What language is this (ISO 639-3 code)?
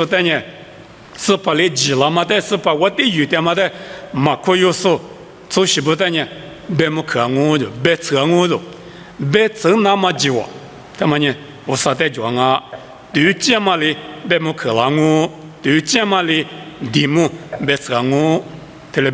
lis